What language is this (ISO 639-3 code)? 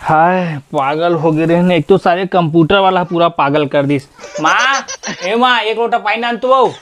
hne